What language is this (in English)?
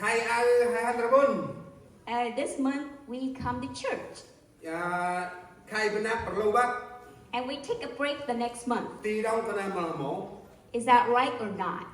Central Mnong